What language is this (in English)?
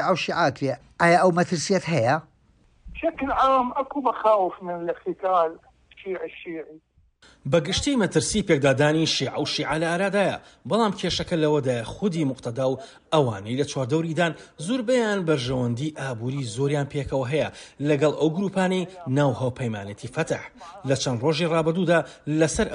Central Kurdish